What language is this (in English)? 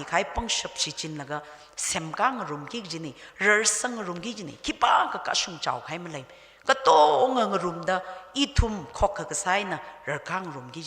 Tangkhul Naga (India)